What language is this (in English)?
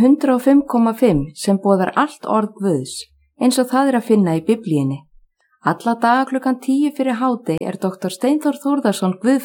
Icelandic